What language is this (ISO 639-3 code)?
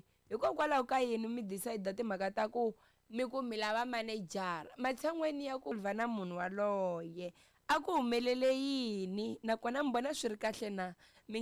tso